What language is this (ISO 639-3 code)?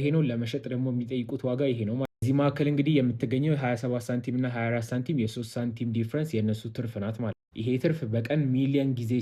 amh